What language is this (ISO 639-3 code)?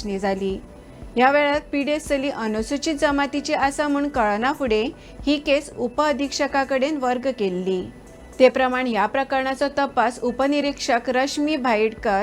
kok